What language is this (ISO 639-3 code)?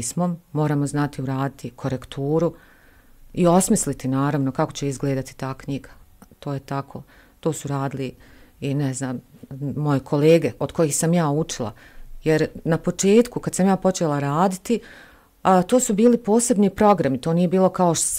bos